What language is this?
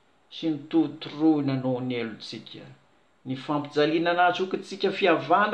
Malagasy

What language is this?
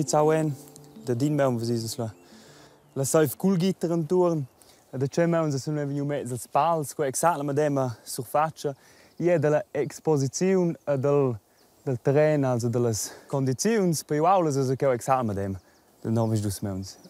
Romansh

